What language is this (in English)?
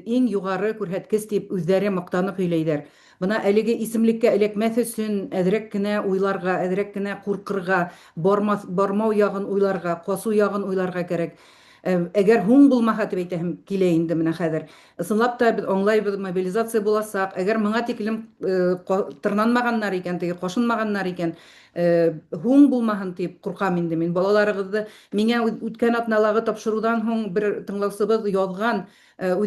Bashkir